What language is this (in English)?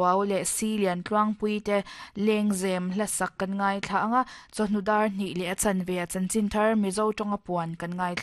Mizo